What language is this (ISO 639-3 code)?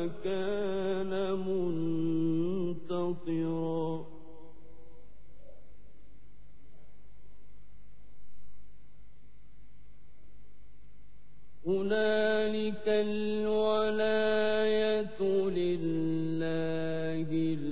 ara